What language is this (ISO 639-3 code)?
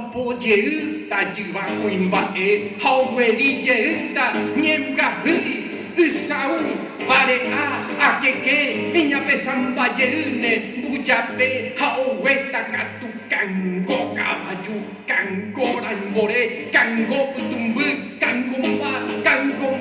grn